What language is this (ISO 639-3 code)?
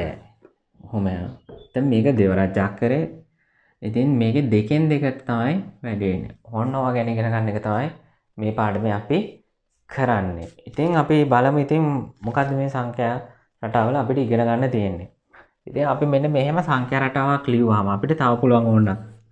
sin